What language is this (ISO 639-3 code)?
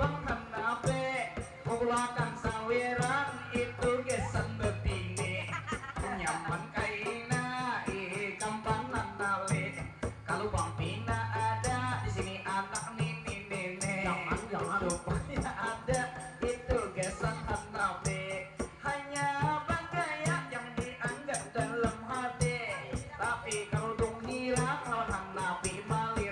bjn